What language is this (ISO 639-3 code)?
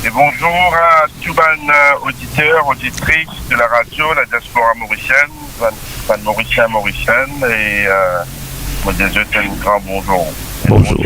mfe